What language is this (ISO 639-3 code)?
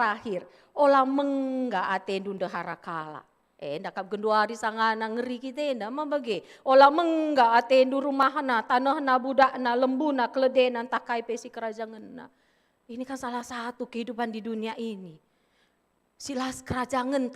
btx